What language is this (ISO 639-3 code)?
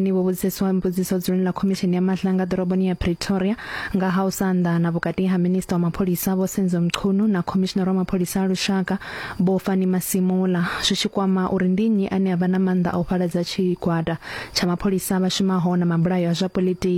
ven